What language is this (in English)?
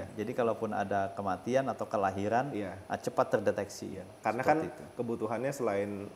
Indonesian